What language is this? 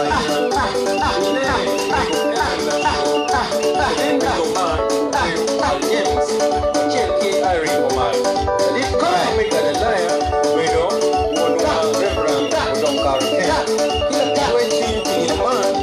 Acoli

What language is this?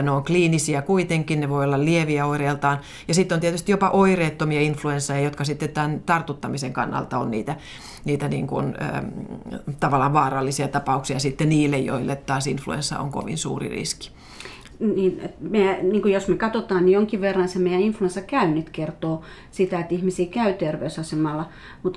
Finnish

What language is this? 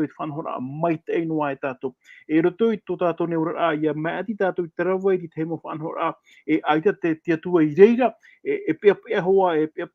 Tahitian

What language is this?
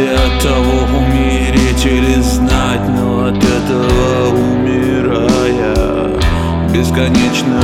Russian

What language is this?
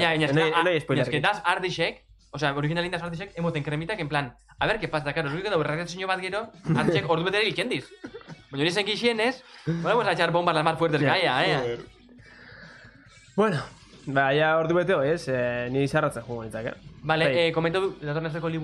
Basque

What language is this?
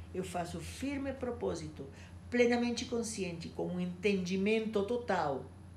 Portuguese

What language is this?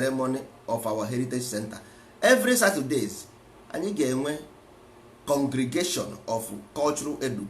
Igbo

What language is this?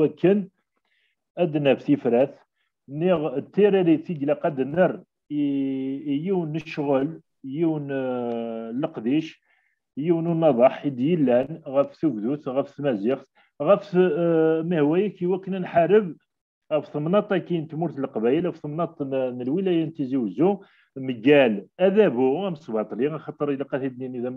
Kabyle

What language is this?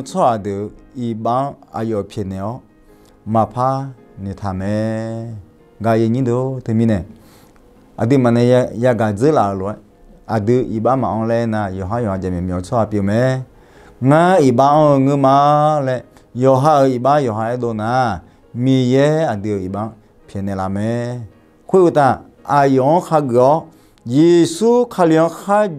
Akha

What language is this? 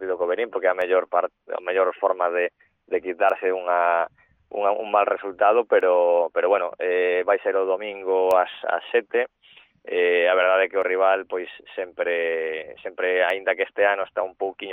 Galician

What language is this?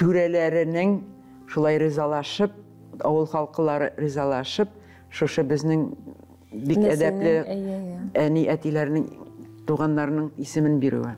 Tatar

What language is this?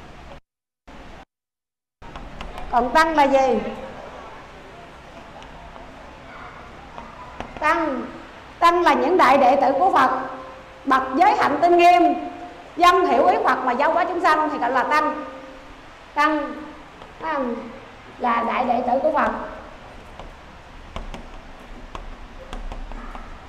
Vietnamese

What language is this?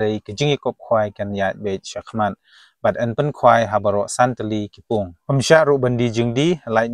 Khasi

